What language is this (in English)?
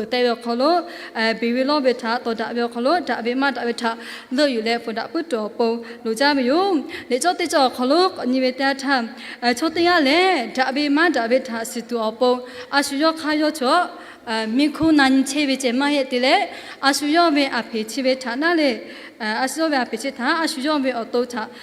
Lahu